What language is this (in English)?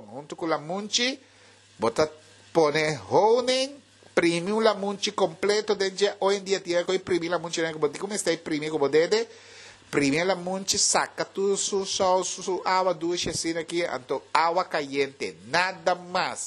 Papiamento